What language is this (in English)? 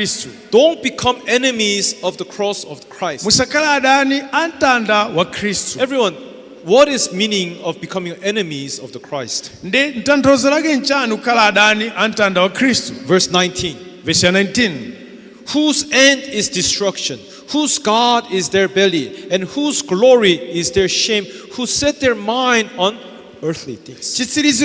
Nyanja